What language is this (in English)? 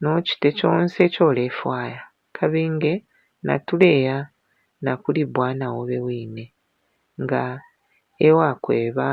Bemba